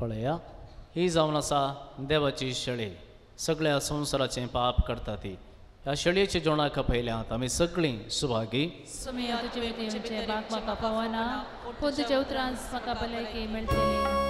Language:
Konkani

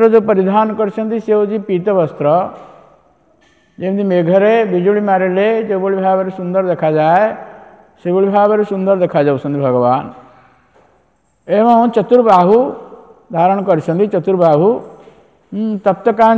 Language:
Odia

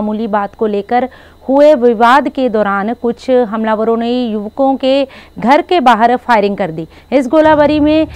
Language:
Hindi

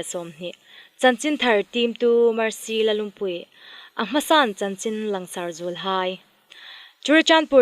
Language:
Hmar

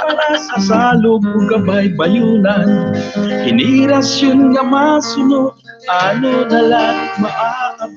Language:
Waray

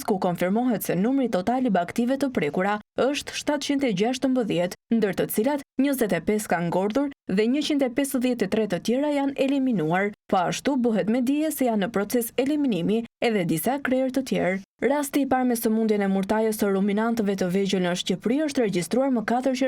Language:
Albanian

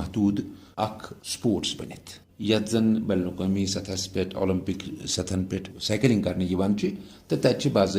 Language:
Kashmiri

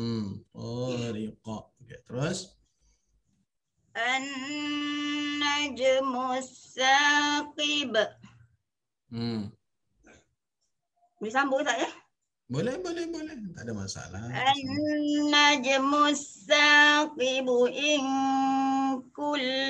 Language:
Malay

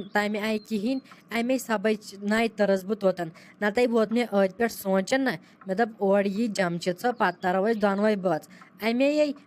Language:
Kashmiri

